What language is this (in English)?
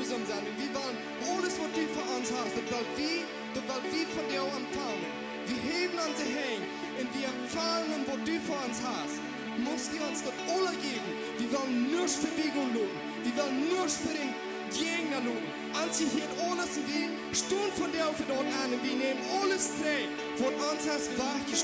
Plautdietsch